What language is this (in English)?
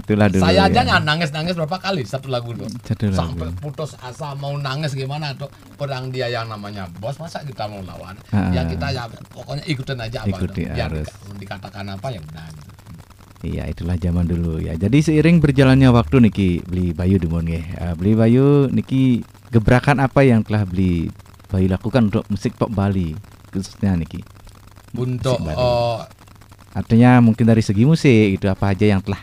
Indonesian